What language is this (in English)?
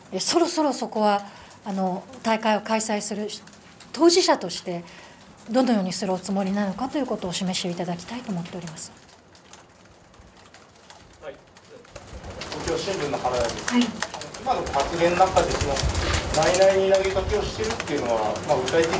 Japanese